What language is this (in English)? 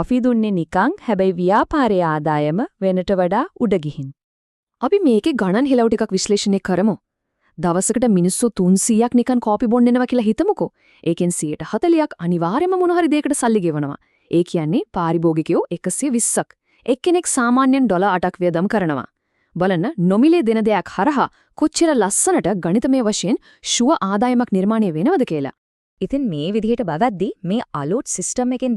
Sinhala